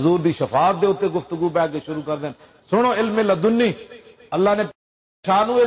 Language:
Western Panjabi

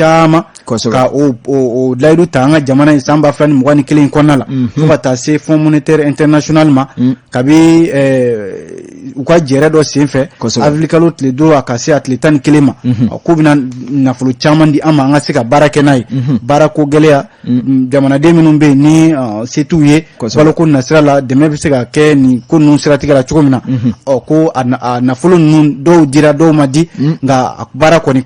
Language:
Bambara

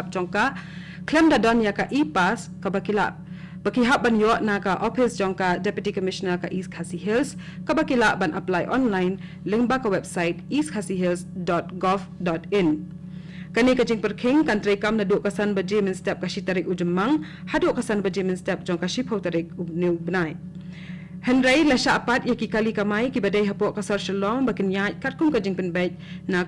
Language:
Khasi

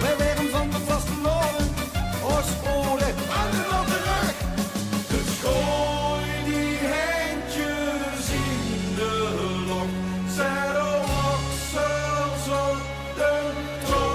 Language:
Limburgish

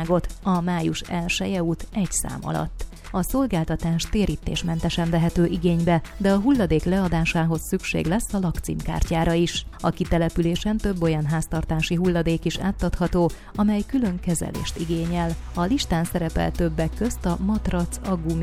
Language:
Hungarian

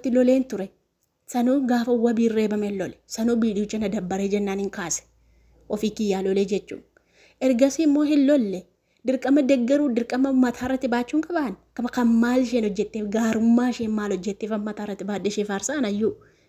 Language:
Oromo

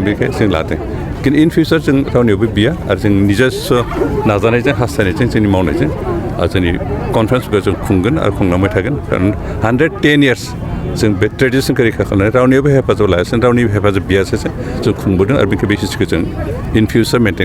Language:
Bodo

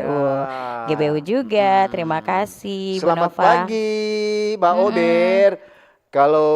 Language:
Manado Malay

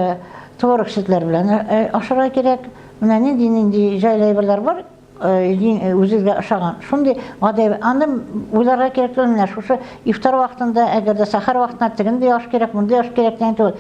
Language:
Tatar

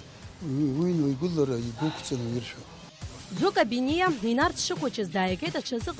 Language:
Abkhazian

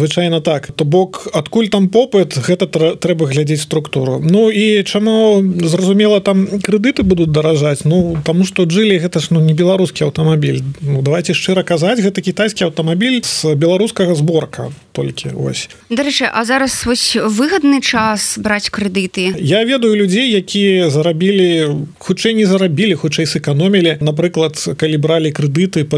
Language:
Belarusian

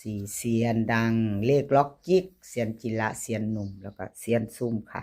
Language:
Lao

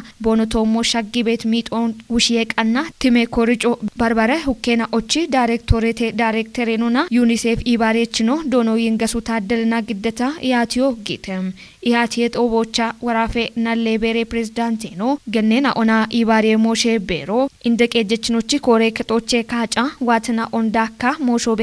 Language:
Kafa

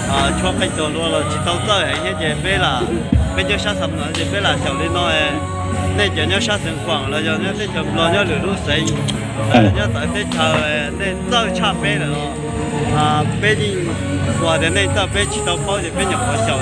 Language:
Hmong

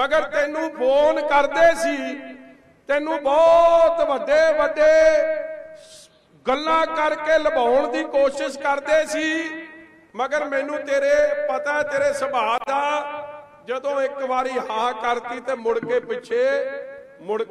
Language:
Punjabi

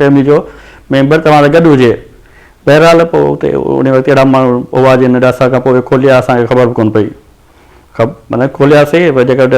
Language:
Sindhi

